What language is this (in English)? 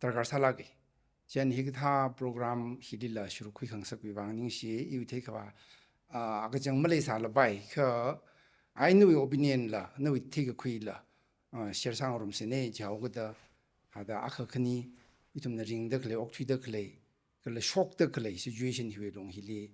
Tangkhul Naga (India)